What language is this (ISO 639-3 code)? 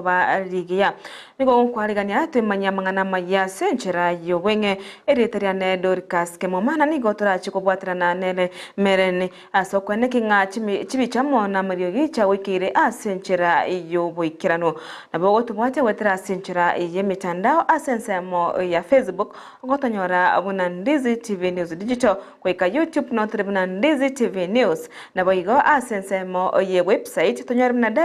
guz